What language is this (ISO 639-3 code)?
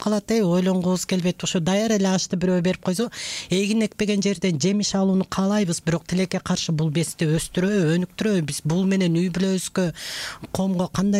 kir